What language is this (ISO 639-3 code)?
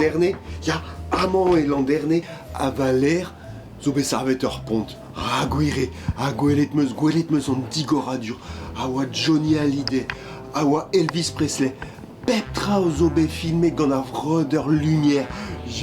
bre